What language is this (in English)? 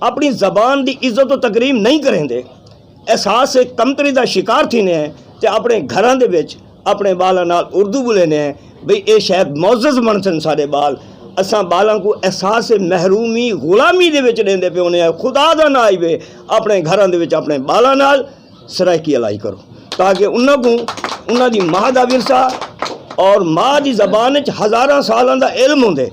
Saraiki